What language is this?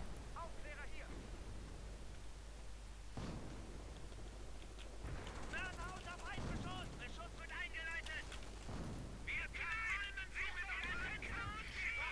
German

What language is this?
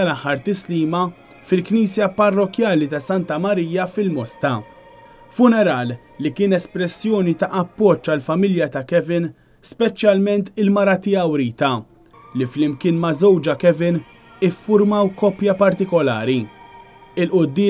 Maltese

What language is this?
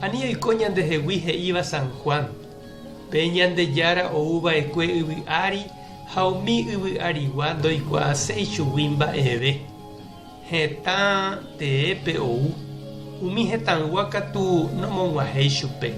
Guarani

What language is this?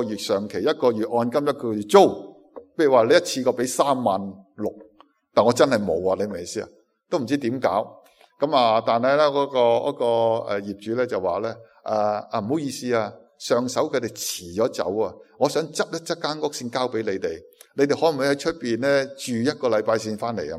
Cantonese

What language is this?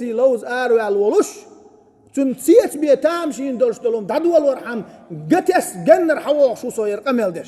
Chechen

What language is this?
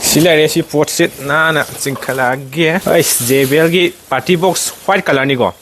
Manipuri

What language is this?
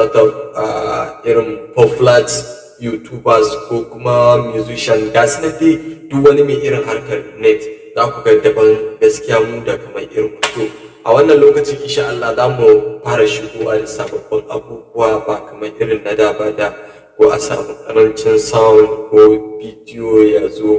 Hausa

